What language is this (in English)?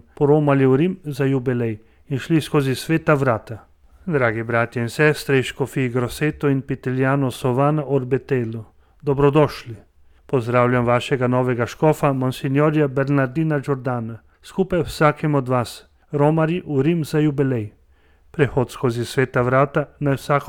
Slovenian